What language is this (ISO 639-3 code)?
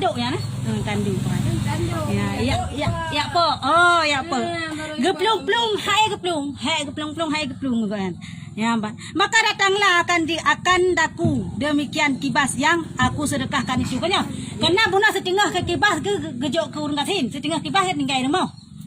ace